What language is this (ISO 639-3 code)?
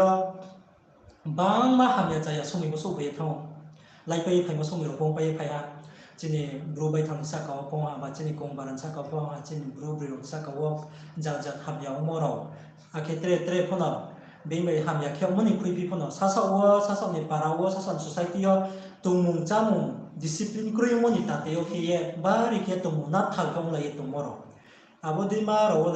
ria